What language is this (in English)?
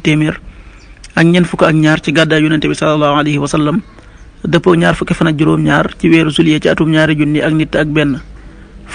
Wolof